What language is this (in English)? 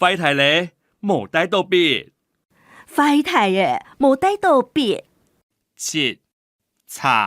Hakka Chinese